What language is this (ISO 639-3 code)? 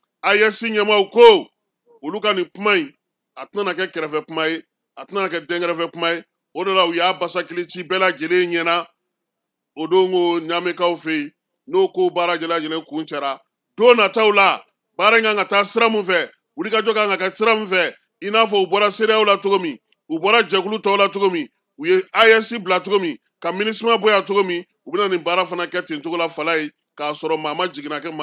bam